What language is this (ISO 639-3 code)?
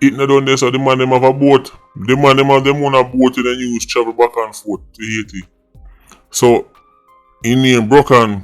jam